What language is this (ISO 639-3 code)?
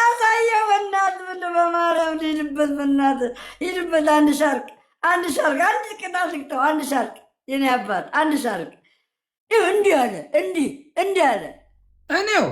amh